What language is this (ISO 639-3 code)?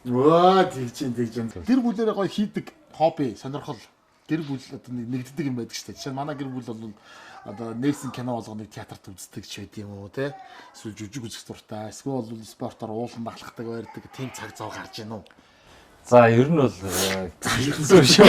mon